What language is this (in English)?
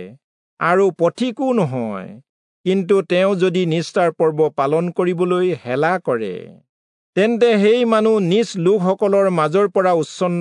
Assamese